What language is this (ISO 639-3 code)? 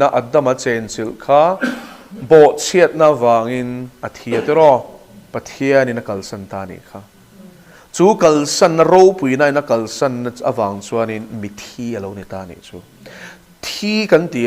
lus